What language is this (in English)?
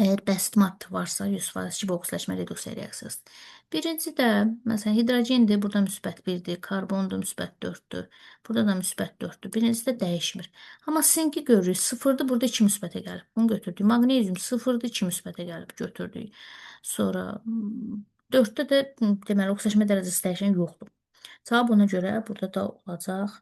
Azerbaijani